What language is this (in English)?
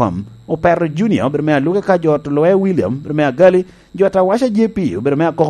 Lango (Uganda)